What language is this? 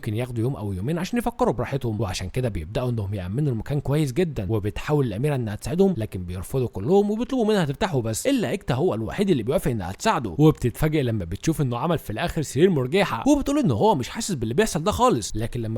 Egyptian Arabic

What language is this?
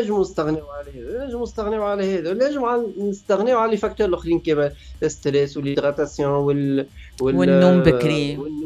Tunisian Arabic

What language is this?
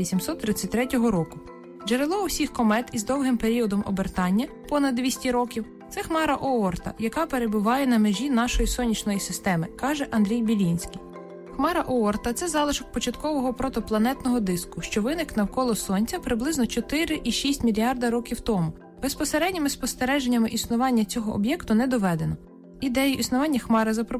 Ukrainian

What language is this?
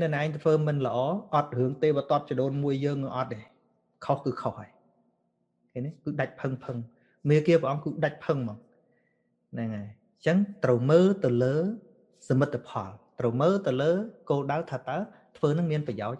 Khmer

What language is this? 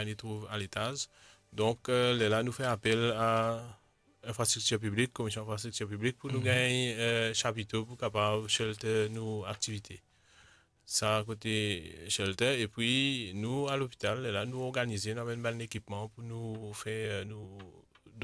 Morisyen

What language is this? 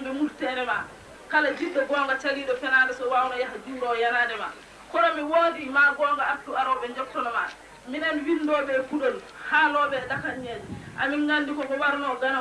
Fula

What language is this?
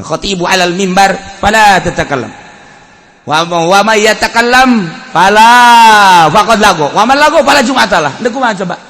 Sundanese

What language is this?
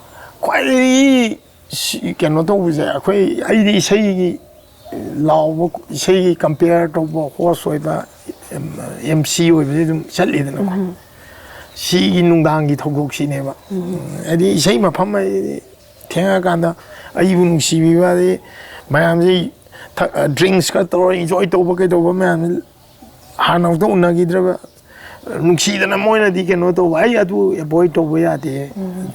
Manipuri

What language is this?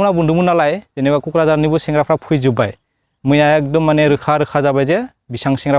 Bodo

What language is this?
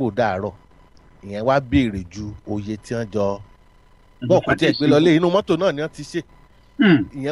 Yoruba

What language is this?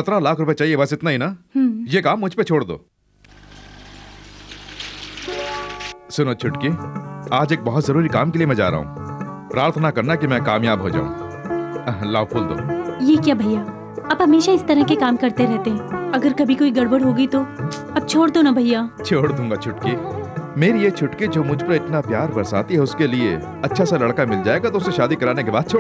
Hindi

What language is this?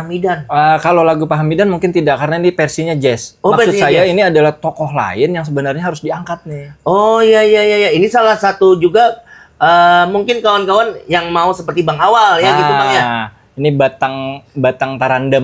Banjar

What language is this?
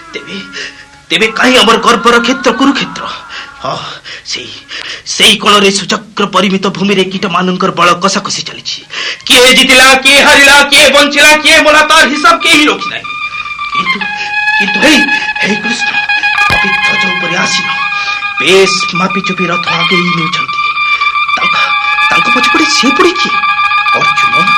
Odia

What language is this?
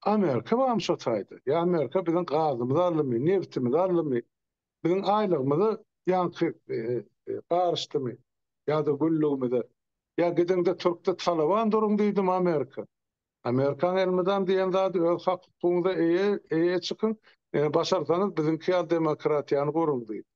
Turkmen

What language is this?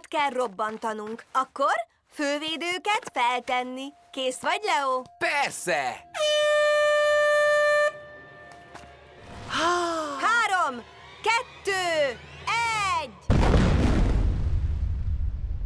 Hungarian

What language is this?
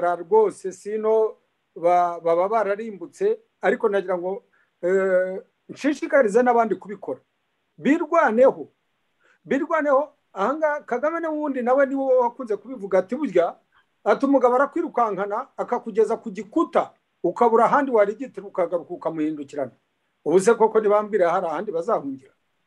Kinyarwanda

